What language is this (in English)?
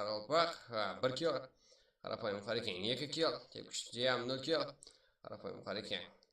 Kara-Kalpak